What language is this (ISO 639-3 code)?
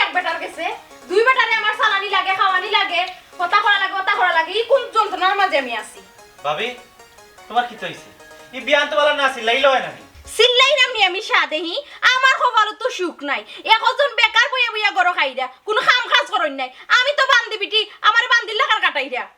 syl